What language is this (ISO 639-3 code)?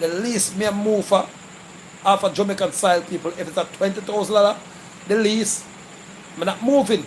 jam